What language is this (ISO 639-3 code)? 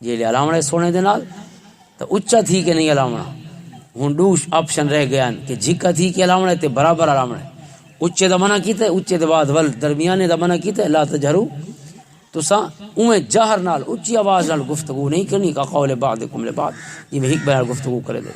lah